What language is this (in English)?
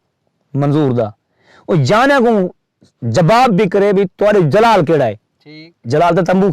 Saraiki